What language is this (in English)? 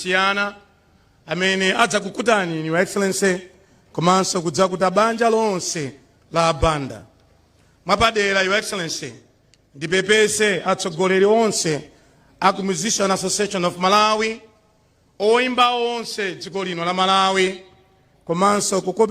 Nyanja